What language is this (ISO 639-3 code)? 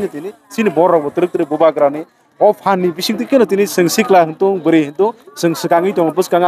trp